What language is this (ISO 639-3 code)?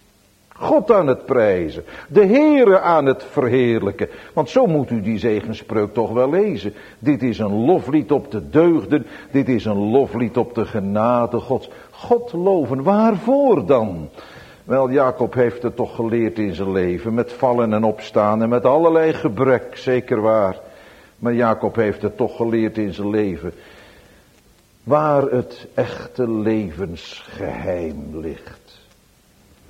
nld